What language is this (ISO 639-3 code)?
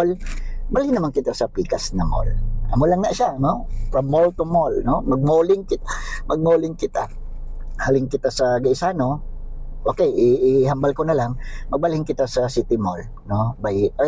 hil